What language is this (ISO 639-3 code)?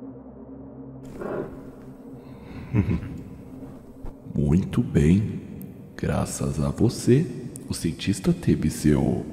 por